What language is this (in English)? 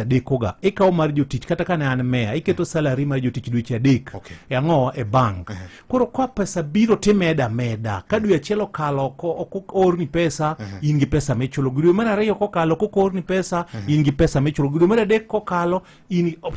Luo (Kenya and Tanzania)